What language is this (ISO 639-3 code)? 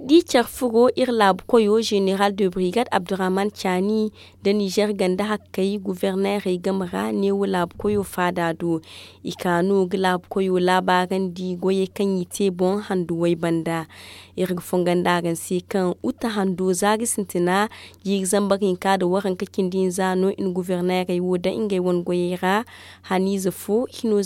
dje